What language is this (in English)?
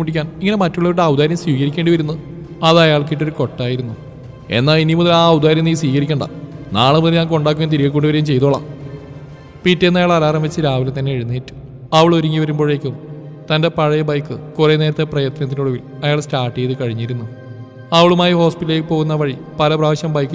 Malayalam